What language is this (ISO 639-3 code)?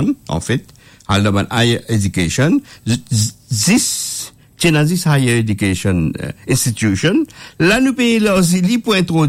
mfe